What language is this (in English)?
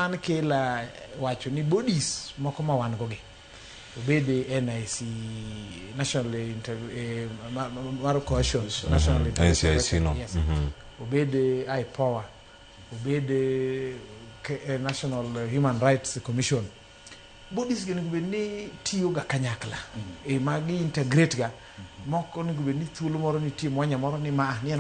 Luo (Kenya and Tanzania)